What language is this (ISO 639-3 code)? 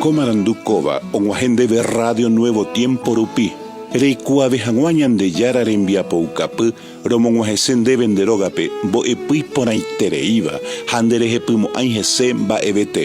grn